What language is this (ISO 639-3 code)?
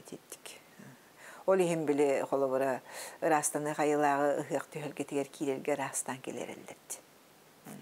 sah